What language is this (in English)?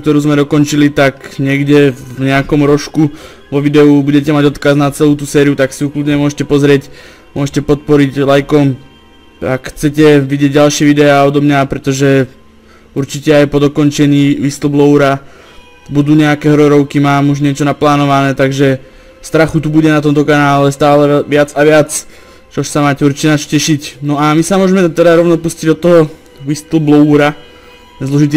Slovak